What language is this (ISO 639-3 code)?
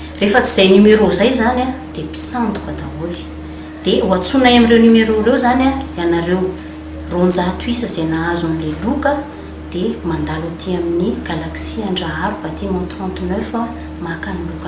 mlg